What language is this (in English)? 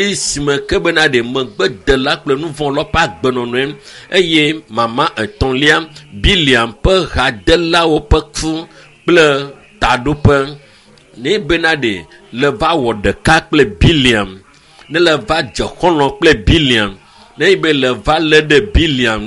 Ewe